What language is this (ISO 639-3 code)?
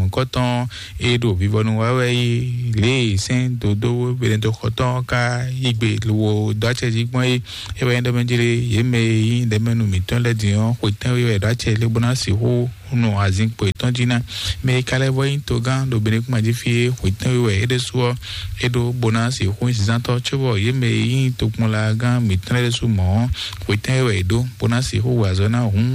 fon